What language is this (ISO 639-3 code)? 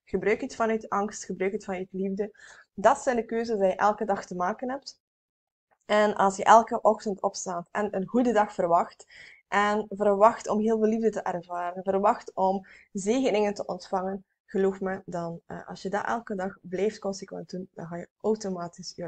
nld